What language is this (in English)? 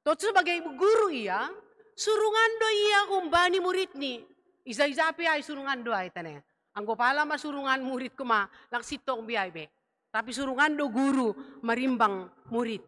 Batak Simalungun